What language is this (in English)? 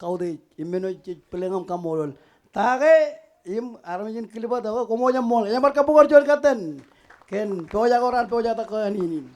Marshallese